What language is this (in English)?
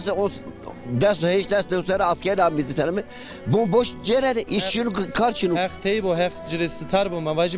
Zaza